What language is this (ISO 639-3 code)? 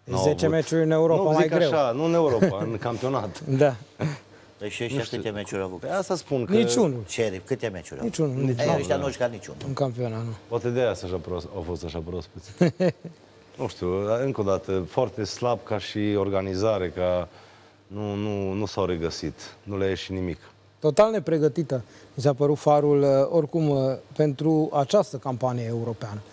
ron